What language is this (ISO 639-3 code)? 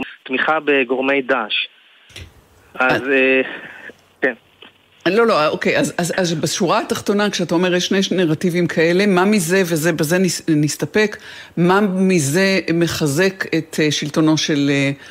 heb